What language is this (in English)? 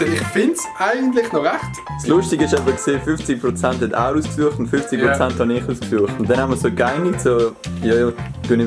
Swiss German